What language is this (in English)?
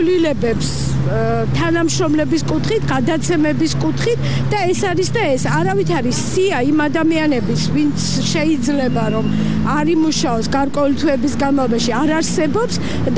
Georgian